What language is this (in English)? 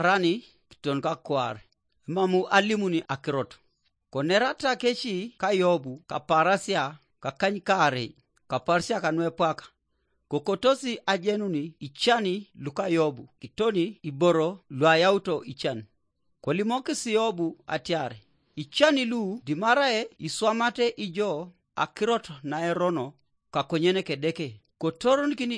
Teso